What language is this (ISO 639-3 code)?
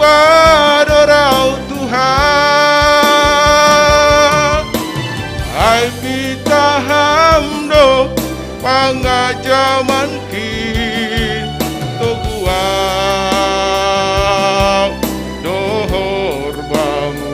bts